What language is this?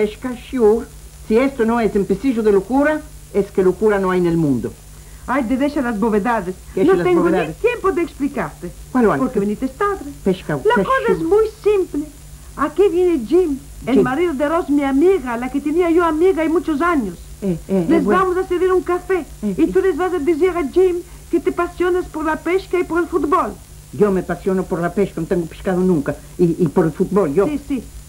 Ladino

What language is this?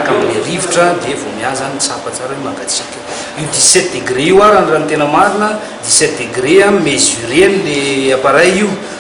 Malagasy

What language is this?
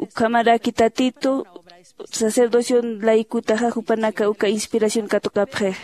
Aymara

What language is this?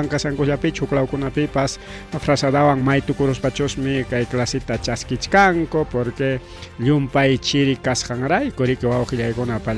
Ayacucho Quechua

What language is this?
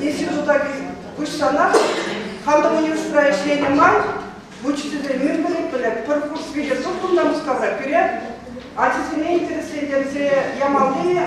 Chuvash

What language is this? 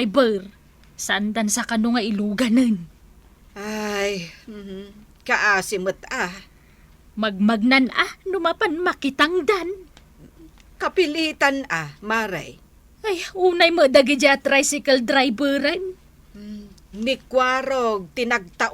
Iloko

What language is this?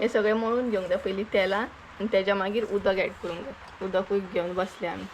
Konkani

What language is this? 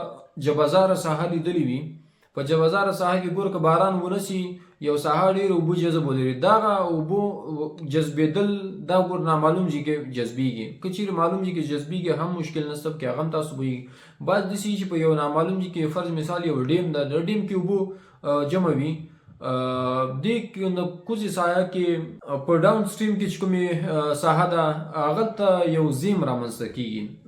Pashto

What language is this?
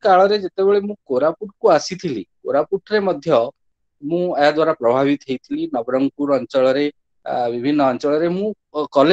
Odia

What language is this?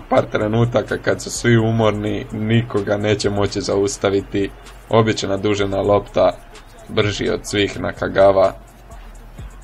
Croatian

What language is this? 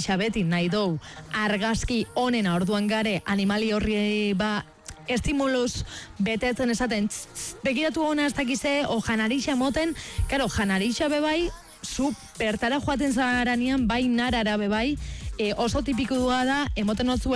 Basque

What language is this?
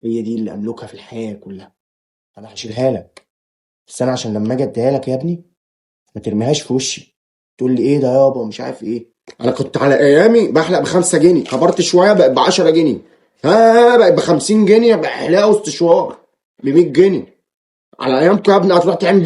Egyptian Arabic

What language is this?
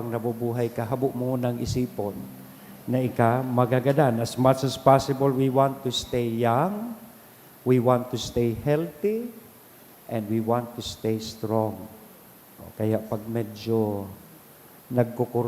Bikol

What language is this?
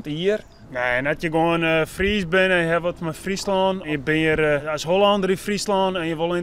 Western Frisian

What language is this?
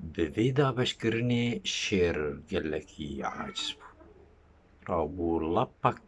Kurdish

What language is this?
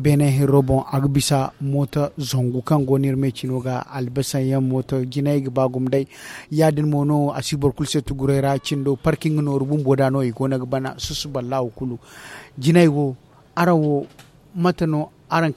Zarma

